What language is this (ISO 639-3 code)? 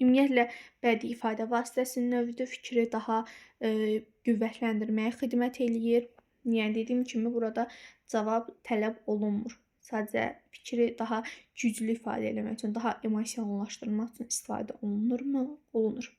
aze